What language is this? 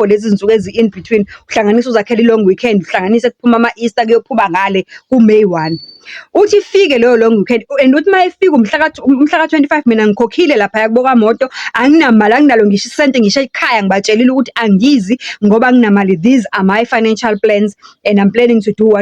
Zulu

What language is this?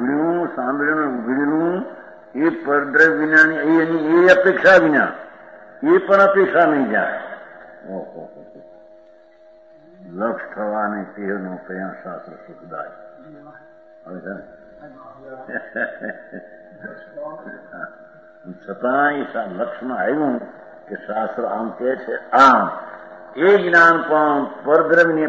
Gujarati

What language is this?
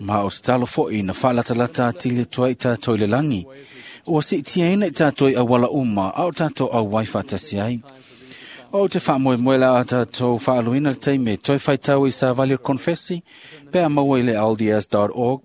Samoan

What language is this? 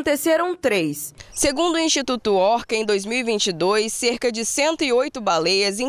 Portuguese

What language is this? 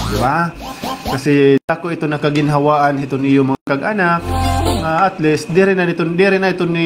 Waray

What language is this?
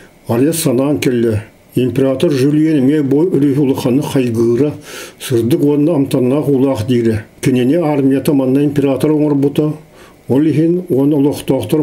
Yakut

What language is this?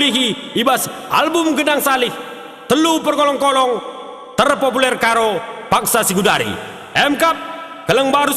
Batak Karo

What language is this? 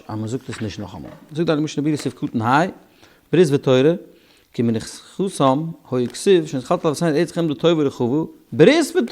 Yiddish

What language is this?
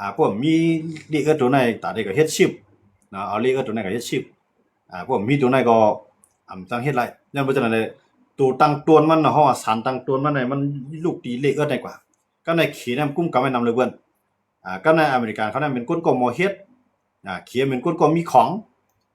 Shan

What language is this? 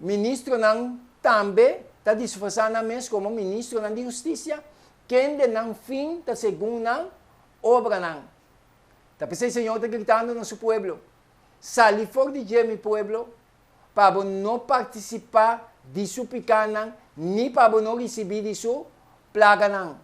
Papiamento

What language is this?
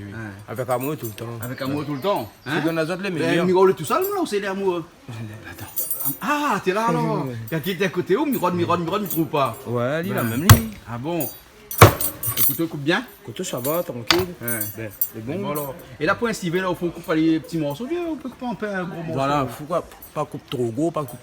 Réunion Creole French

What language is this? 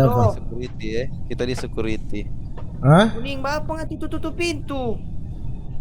Manado Malay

